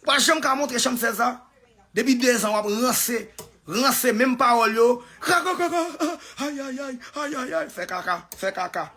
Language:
Haitian Creole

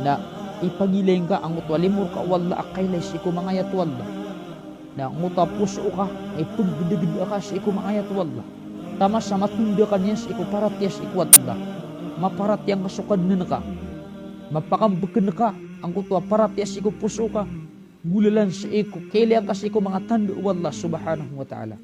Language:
Maranao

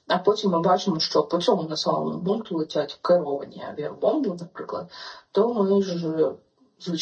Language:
Ukrainian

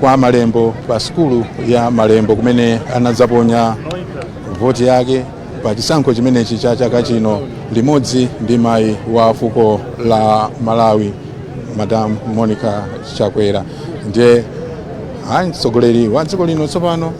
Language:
Nyanja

